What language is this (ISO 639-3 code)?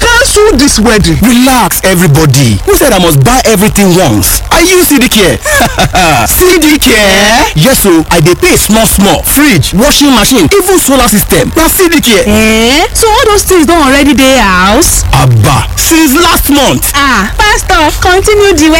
yor